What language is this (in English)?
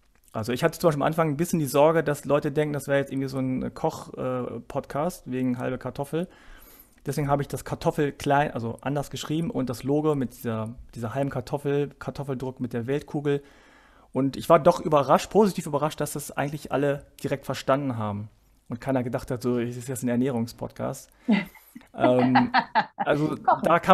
German